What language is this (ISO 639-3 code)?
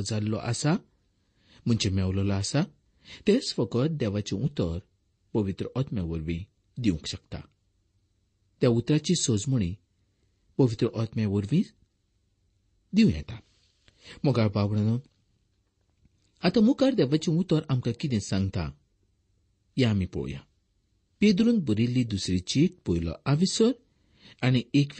kok